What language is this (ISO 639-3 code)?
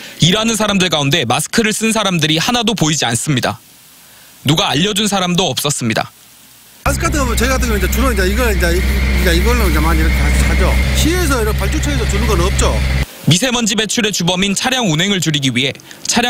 kor